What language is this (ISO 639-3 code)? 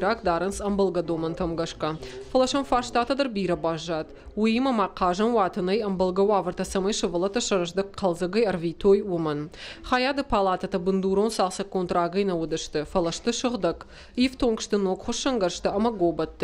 oss